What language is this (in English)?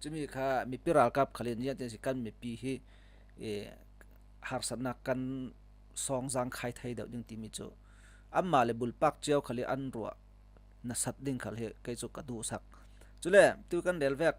Falam Chin